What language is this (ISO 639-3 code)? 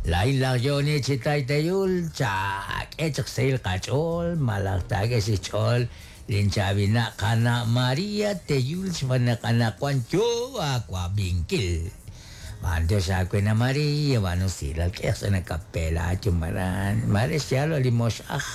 kek